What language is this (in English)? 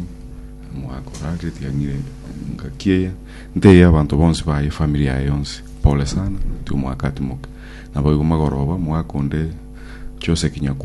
Gusii